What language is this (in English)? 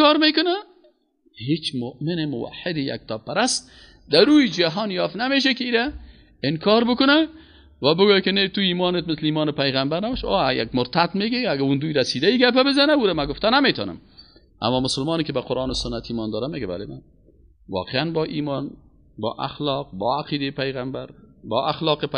Persian